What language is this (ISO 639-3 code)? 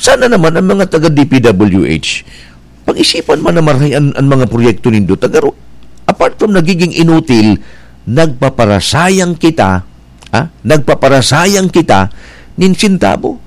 bik